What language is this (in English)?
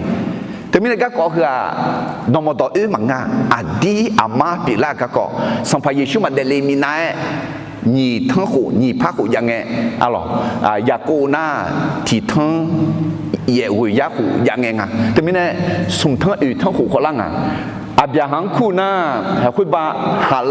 Akha